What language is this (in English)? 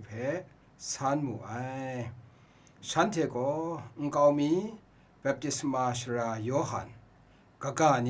Kachin